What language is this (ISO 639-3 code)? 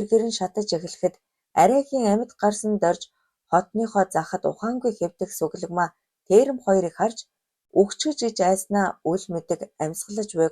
mon